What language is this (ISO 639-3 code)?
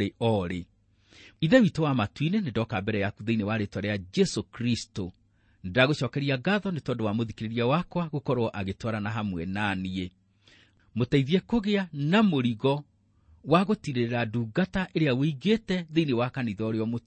kik